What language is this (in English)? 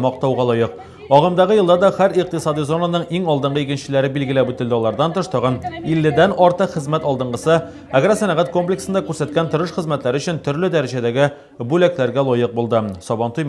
Tatar